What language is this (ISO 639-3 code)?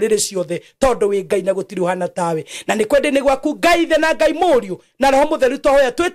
kik